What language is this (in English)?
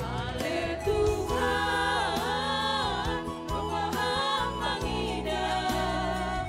Batak Simalungun